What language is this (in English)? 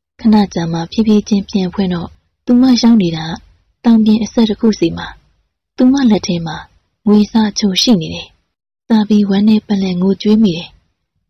Burmese